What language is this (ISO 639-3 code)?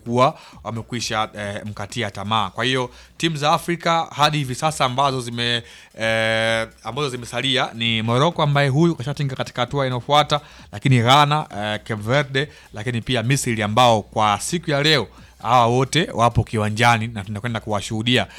swa